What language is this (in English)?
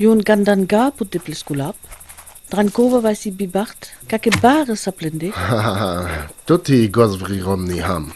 Sinte Romani